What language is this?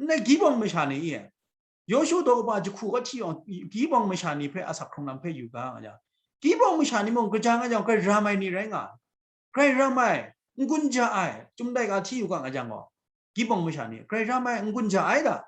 Kachin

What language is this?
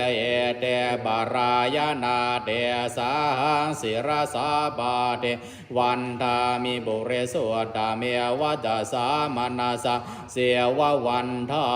Pali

